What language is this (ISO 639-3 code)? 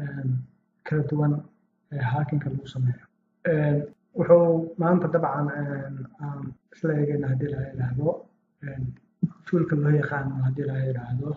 som